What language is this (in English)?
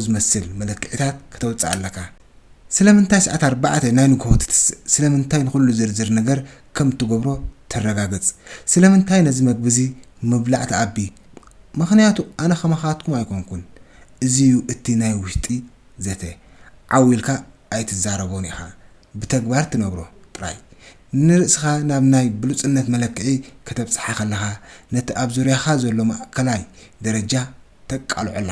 Tigrinya